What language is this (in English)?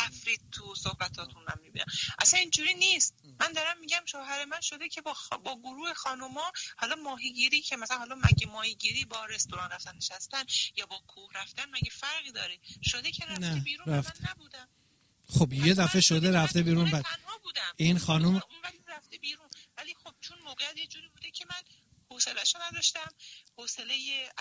Persian